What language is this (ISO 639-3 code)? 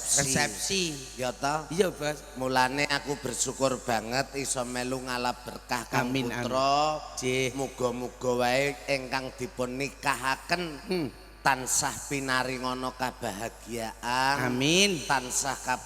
jav